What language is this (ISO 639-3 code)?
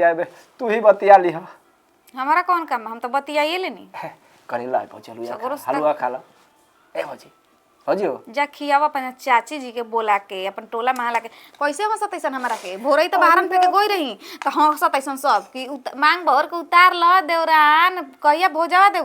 bho